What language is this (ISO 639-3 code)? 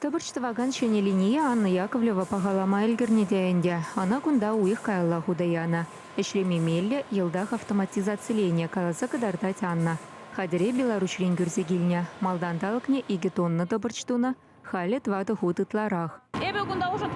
chv